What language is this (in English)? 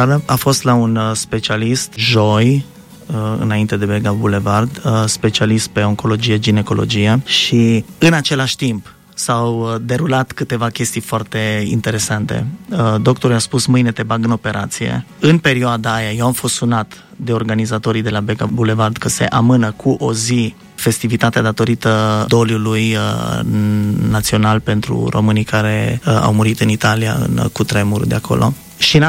Romanian